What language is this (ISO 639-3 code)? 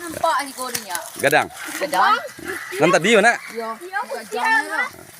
min